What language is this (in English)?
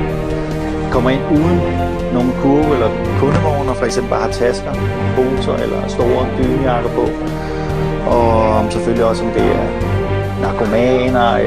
Danish